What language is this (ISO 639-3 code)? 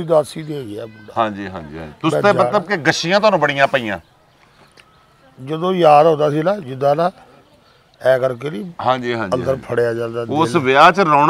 pan